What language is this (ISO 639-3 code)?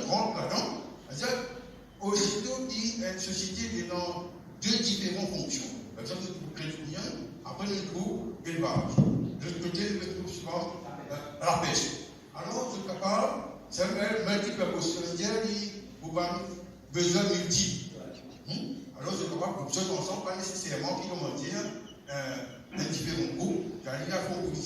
mfe